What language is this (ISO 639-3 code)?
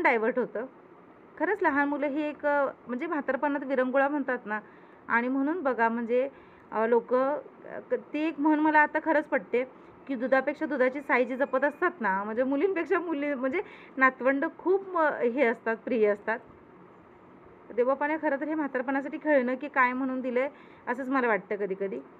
mar